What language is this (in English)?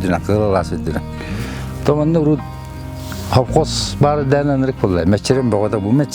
Yakut